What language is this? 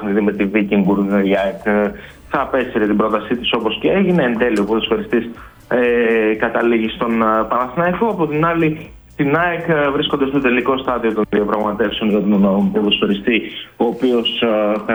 Greek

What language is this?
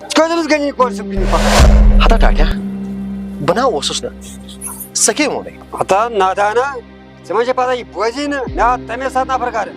Kashmiri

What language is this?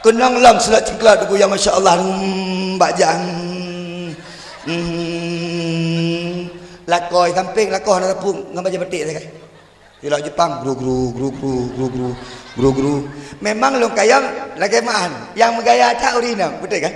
Achinese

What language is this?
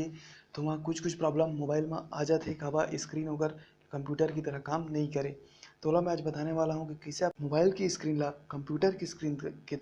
Chhattisgarhi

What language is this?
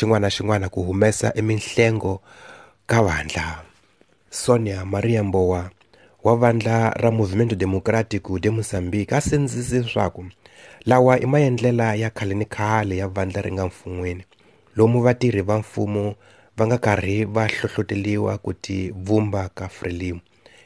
Tsonga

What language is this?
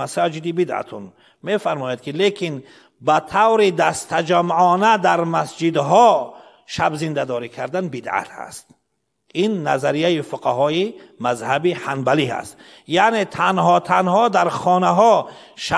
Persian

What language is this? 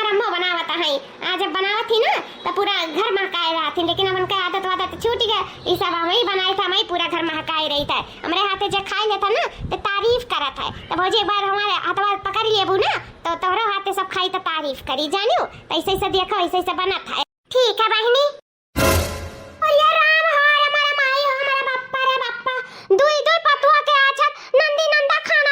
Awadhi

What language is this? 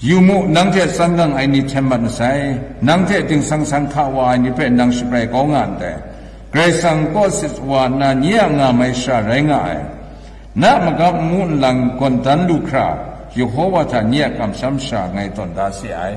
Kachin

